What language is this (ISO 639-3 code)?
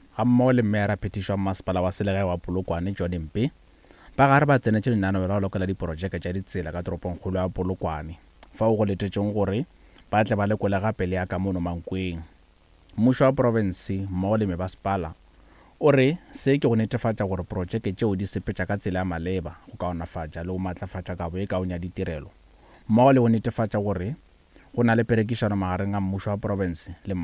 nso